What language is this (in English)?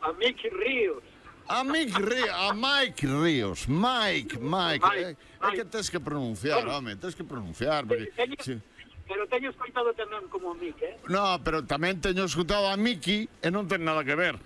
Galician